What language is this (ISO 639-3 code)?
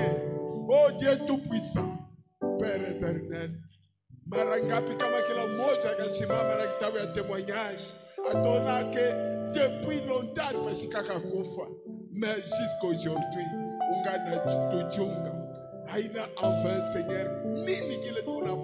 swa